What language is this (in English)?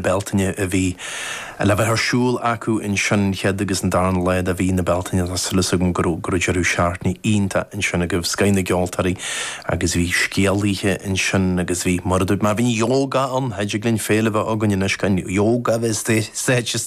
Irish